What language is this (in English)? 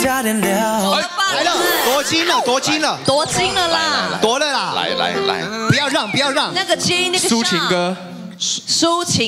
Chinese